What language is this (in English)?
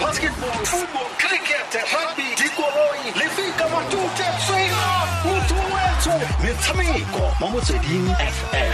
Tswana